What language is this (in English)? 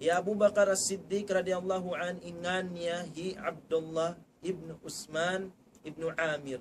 Tausug